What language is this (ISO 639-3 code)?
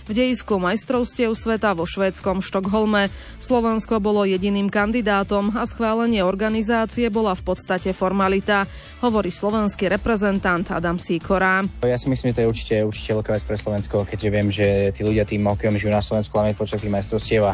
slk